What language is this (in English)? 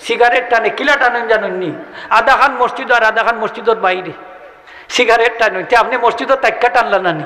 Sylheti